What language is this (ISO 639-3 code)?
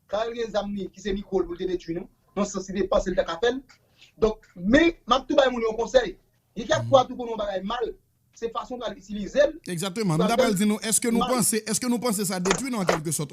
hat